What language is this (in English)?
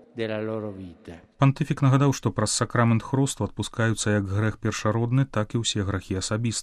Belarusian